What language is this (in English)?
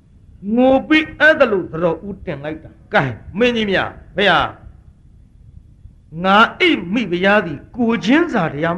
Burmese